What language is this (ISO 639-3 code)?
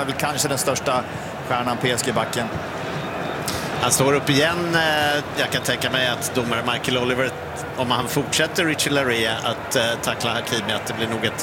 swe